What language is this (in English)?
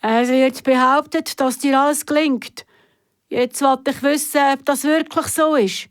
Swiss German